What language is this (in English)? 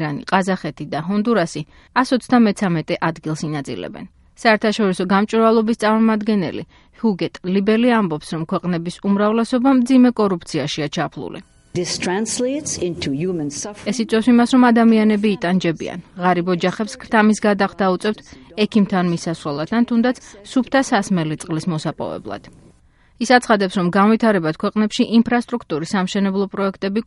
Georgian